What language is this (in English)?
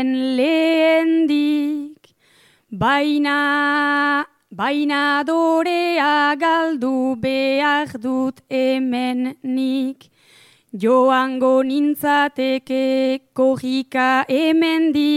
Basque